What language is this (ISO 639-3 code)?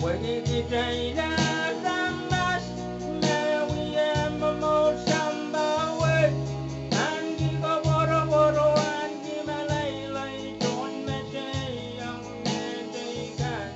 pon